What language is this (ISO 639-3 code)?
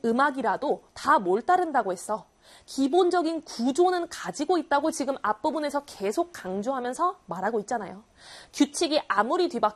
kor